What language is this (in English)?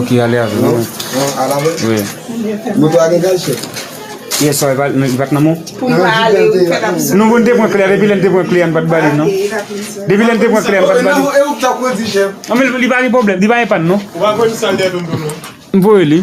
Haitian Creole